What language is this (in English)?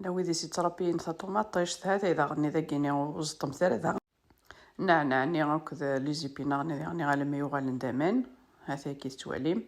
Kabyle